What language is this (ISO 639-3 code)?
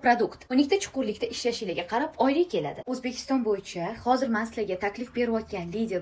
uzb